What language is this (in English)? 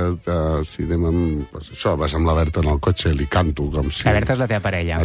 Catalan